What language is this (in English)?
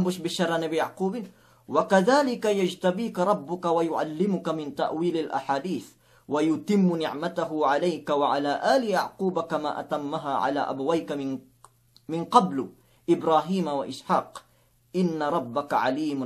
Yakan